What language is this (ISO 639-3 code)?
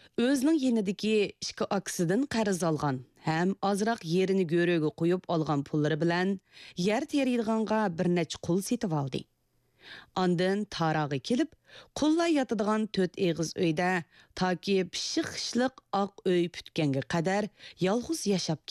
uig